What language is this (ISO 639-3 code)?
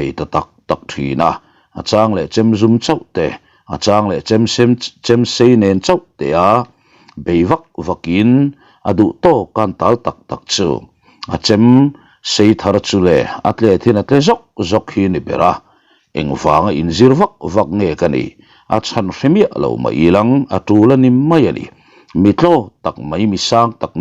lus